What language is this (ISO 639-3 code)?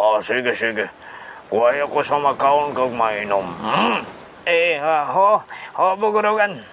hil